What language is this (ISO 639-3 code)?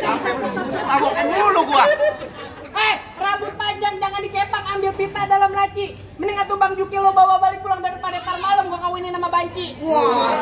bew